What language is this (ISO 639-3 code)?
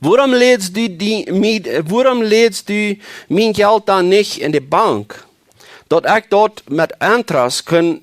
pdt